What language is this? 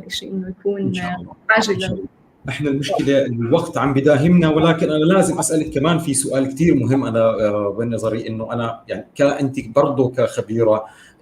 North Levantine Arabic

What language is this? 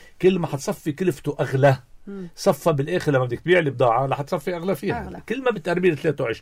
North Levantine Arabic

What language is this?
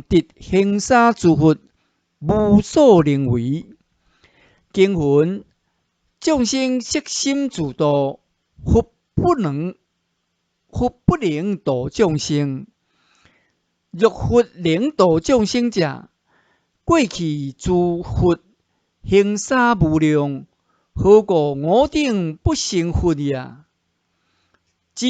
Min Nan Chinese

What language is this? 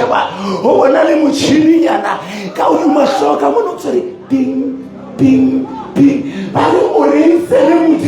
Southern Sotho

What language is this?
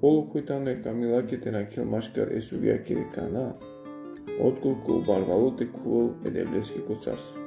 Balkan Romani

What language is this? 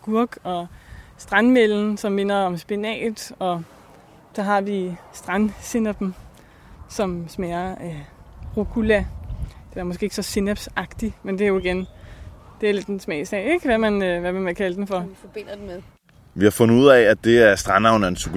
Danish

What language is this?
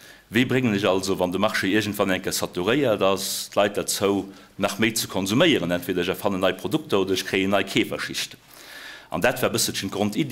Luxembourgish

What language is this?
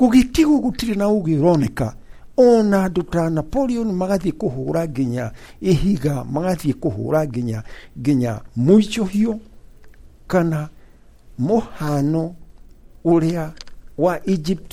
Kikuyu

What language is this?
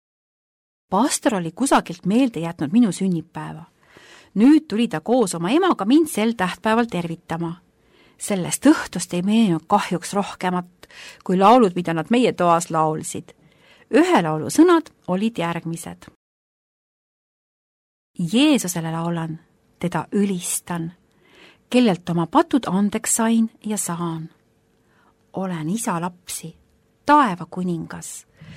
Estonian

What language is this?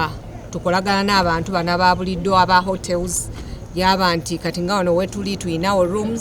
Soga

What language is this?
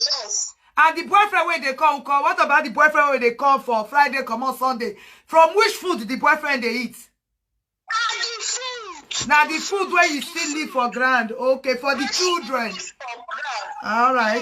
Nigerian Pidgin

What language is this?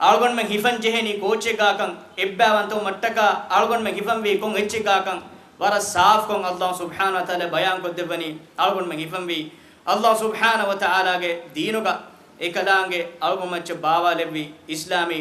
Divehi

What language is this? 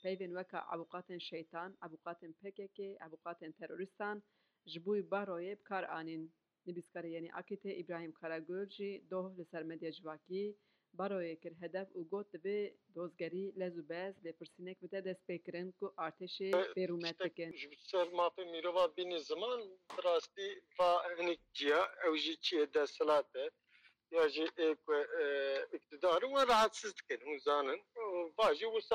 Kurdish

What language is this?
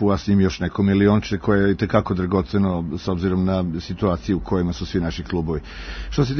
Serbian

